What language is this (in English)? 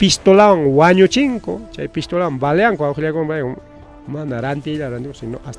Ayacucho Quechua